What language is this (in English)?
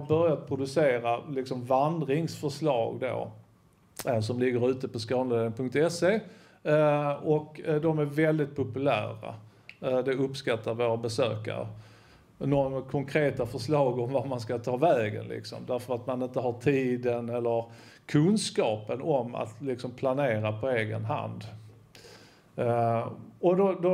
Swedish